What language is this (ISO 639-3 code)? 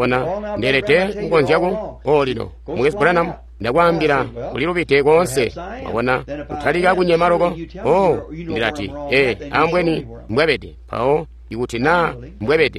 toi